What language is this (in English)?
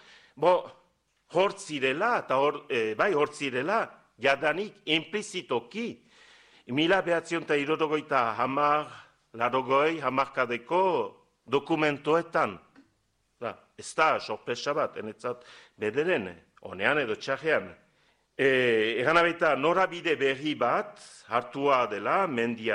Basque